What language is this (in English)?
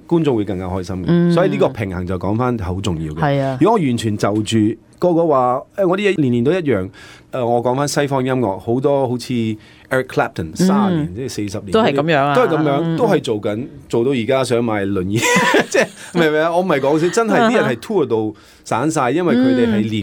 Cantonese